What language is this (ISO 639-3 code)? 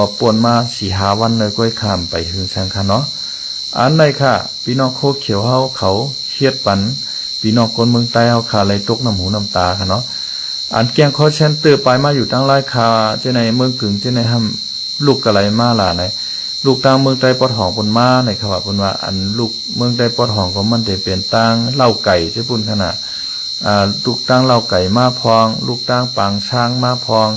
shn